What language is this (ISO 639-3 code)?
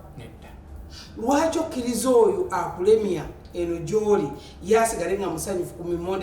lug